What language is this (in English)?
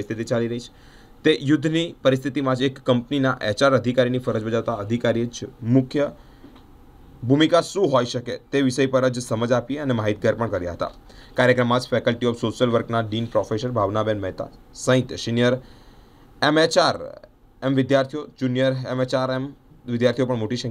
Gujarati